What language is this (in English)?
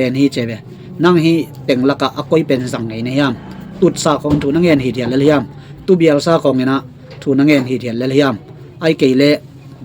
Tedim Chin